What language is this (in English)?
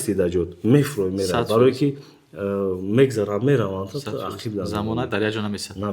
Tajik